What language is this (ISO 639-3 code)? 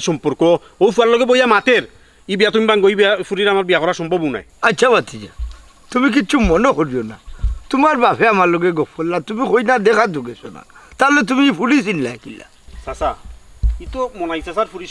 syl